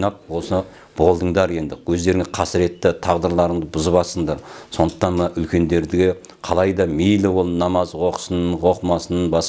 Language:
Kazakh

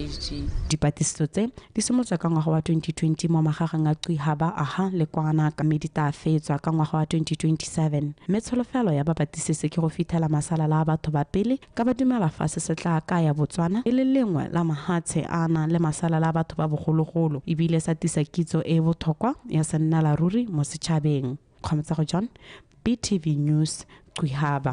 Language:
Tswana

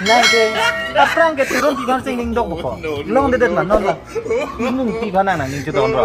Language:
Karbi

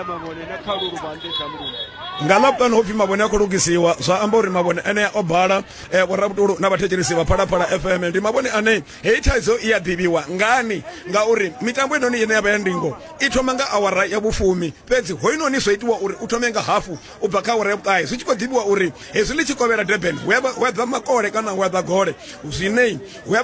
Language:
Venda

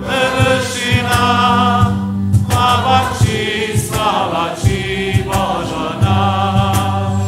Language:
Upper Sorbian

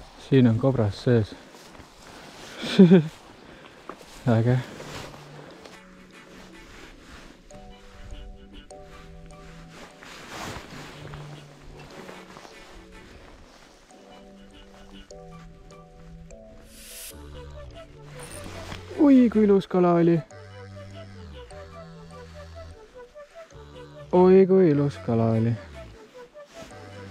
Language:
Estonian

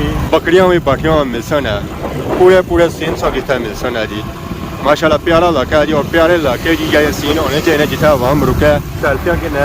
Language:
Pahari-Potwari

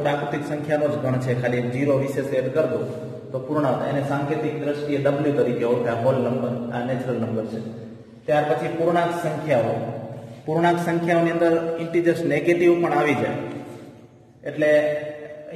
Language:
Gujarati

